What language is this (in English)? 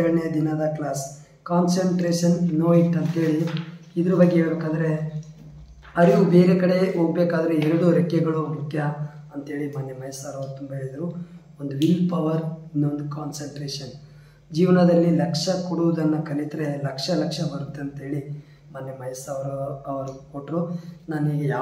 Kannada